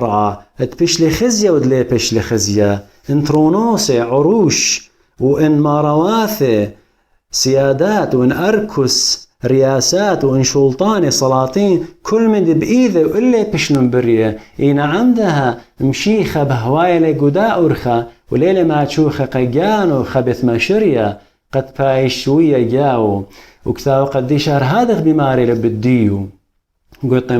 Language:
Assyrian Neo-Aramaic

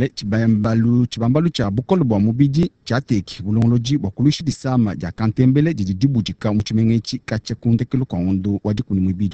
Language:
Luba-Lulua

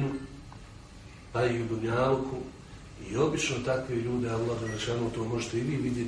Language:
Bosnian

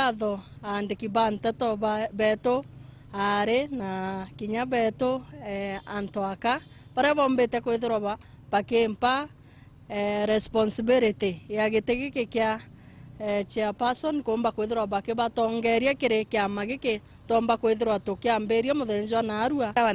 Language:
Meru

